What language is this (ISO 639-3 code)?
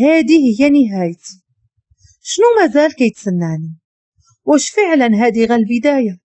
ary